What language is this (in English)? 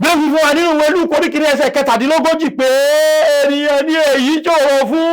Yoruba